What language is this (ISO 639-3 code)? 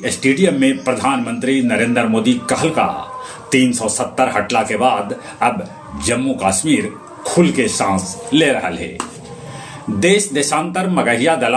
mag